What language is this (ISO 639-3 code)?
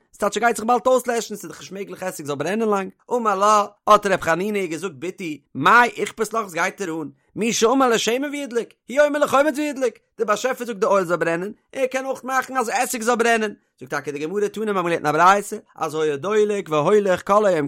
yid